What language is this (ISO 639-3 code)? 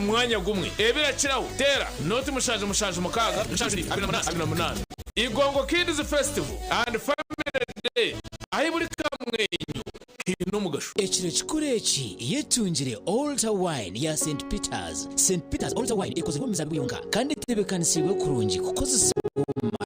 nyn